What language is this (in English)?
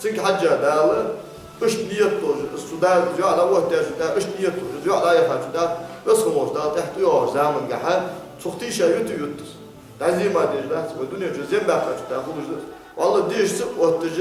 Ingush